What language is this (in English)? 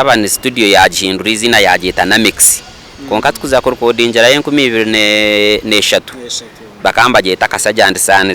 Nyankole